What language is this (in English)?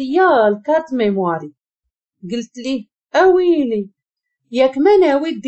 Moroccan Arabic